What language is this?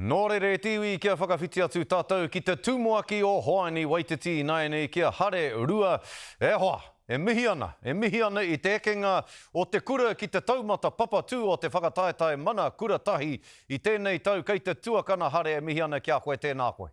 Māori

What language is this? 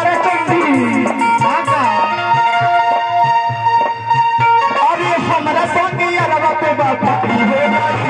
Bhojpuri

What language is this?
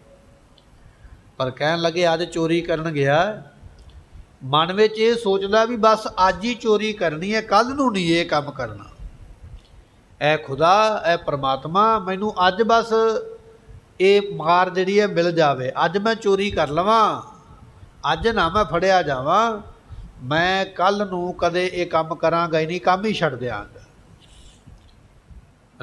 Punjabi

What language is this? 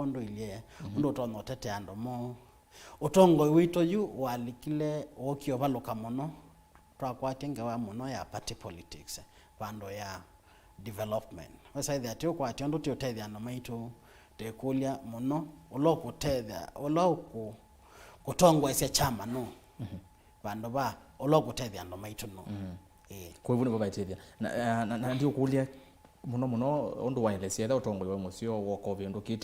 Kamba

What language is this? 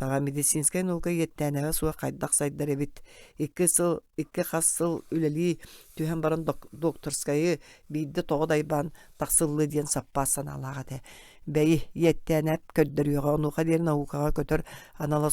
Yakut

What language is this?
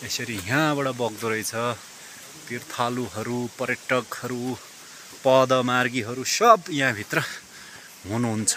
Nepali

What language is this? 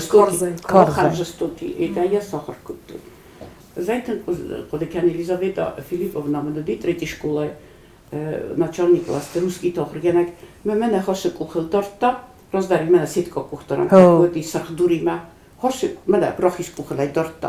Ossetic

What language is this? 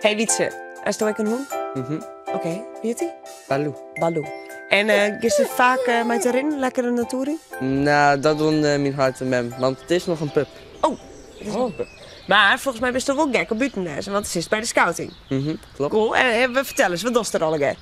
Western Frisian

